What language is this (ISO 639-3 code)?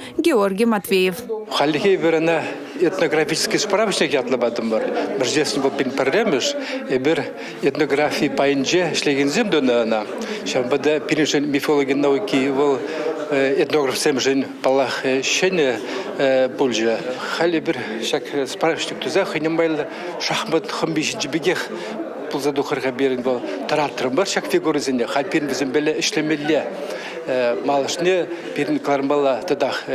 chv